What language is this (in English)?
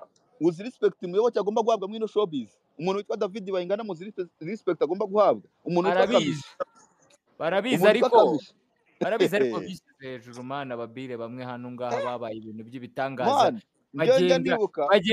Kinyarwanda